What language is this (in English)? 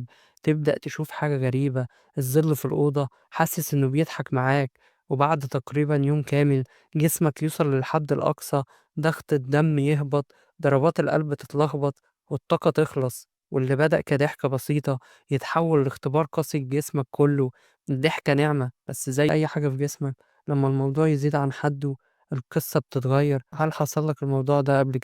Egyptian Arabic